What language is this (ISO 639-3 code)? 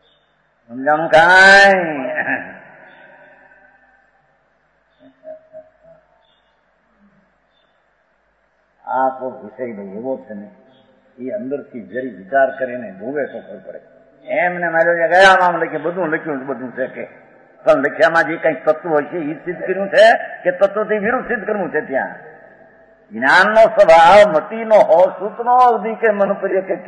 guj